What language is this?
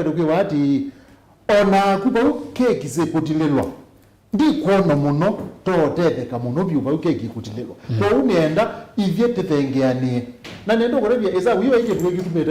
Kamba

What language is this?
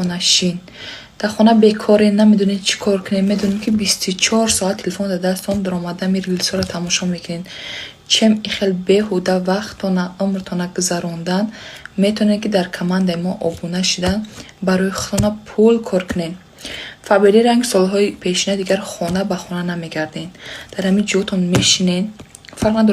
Tajik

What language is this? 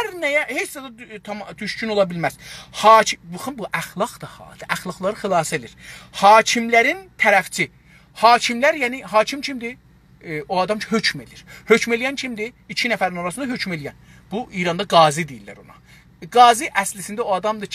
South Azerbaijani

